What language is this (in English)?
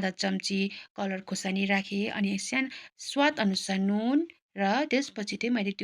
Nepali